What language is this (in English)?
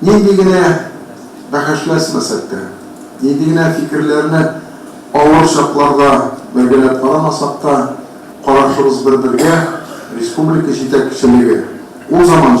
Tatar